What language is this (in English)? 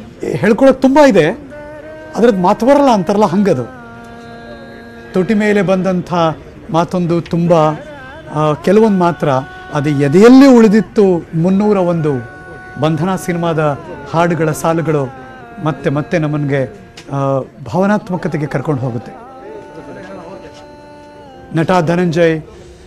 Kannada